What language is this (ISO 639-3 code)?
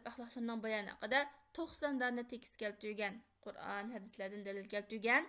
uig